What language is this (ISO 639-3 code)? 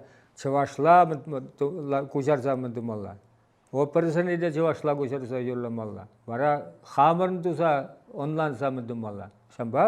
chv